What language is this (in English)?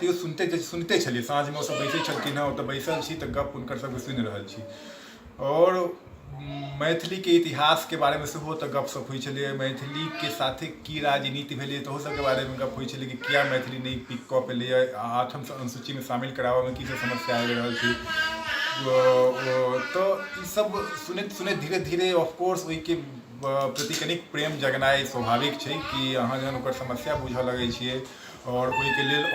Maithili